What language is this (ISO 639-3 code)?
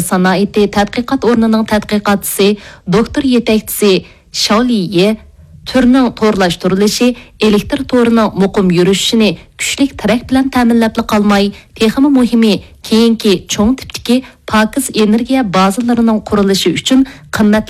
uig